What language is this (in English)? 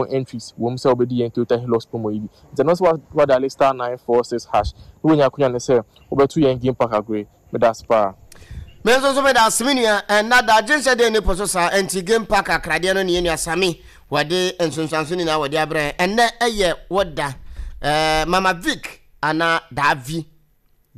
Akan